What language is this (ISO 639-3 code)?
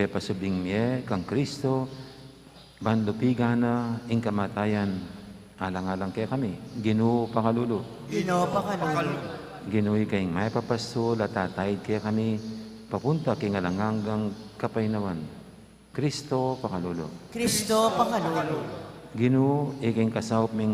pam